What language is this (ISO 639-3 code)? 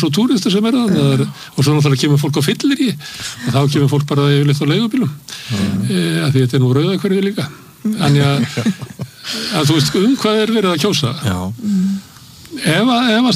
isl